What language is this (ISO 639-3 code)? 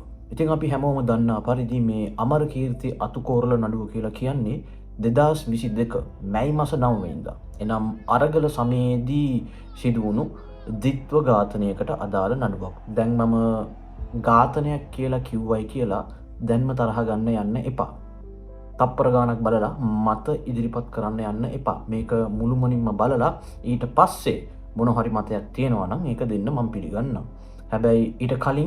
sin